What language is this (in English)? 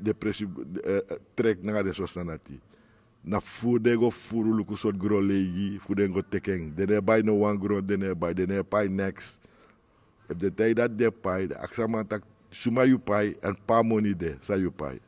Sranan Tongo